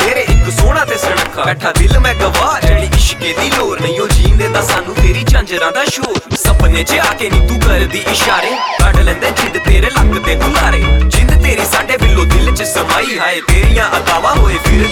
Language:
Punjabi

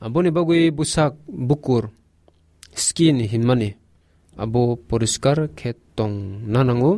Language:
Kok Borok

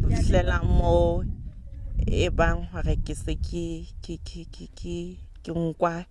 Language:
Southern Sotho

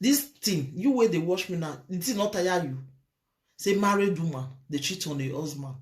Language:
Nigerian Pidgin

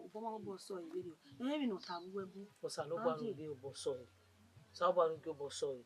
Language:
Bini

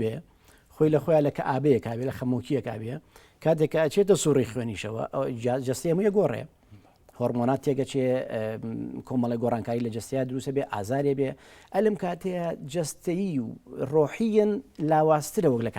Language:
Central Kurdish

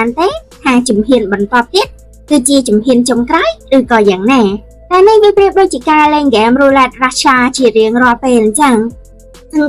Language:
Khmer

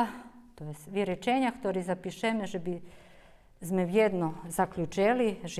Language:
Rusyn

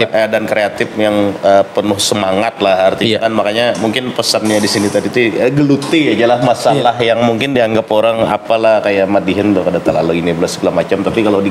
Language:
Banjar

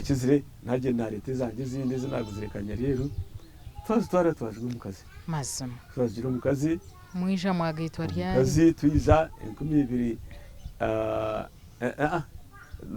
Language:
Nyankole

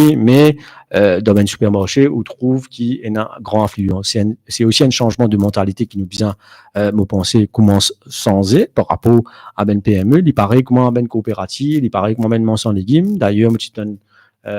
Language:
Morisyen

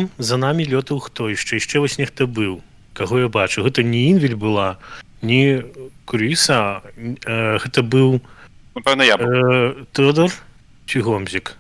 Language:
Belarusian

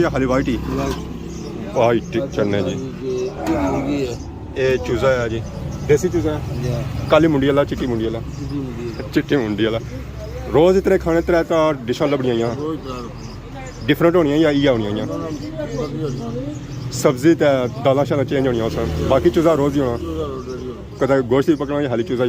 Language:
Pahari-Potwari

